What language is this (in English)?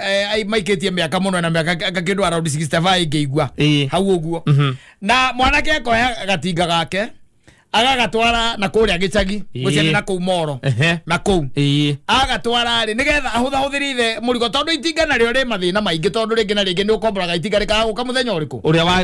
Kikuyu